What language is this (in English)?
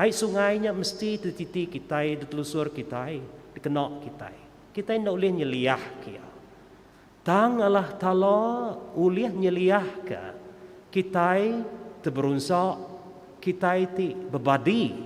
Iban